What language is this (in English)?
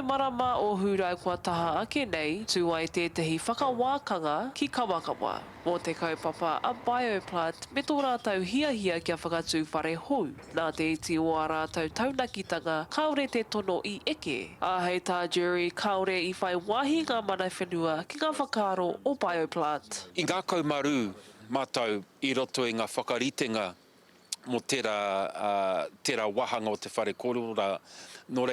Māori